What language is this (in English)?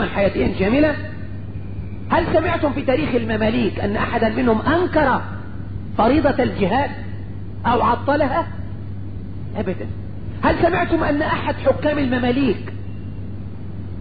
Arabic